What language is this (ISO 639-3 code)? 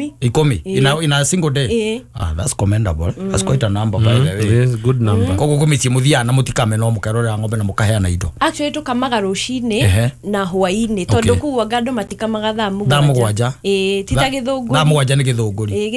kik